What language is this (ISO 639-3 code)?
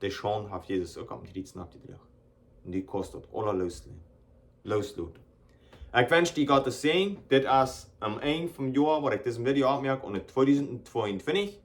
pdt